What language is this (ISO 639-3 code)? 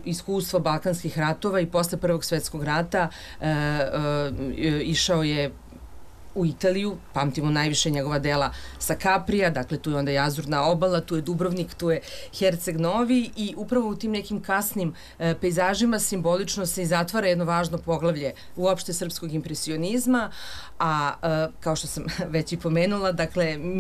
srp